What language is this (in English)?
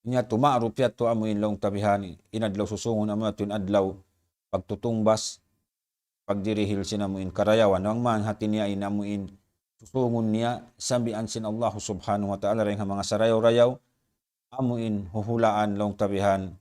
Tausug